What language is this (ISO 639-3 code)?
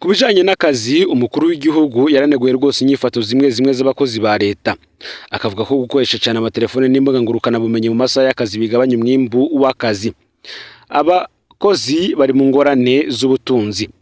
run